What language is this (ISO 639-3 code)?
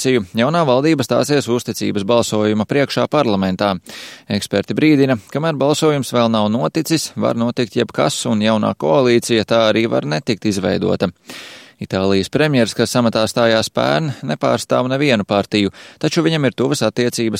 lav